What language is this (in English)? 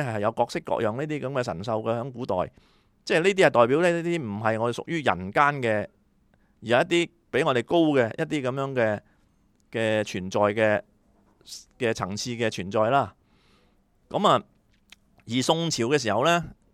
Cantonese